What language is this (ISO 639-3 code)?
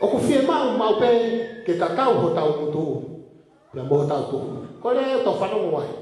ton